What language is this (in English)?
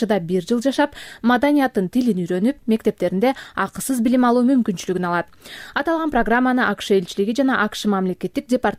Kyrgyz